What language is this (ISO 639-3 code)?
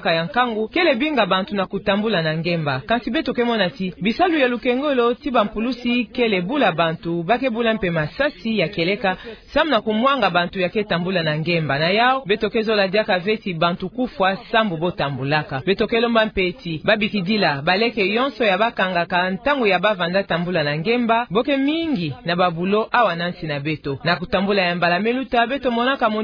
ktu